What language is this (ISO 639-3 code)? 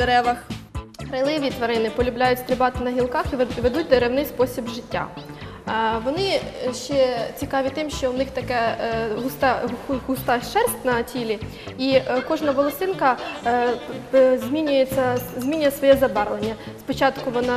ukr